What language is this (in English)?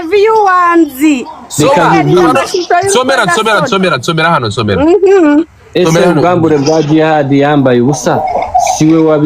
Kinyarwanda